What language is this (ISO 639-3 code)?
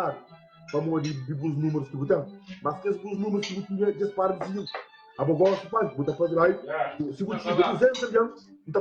kea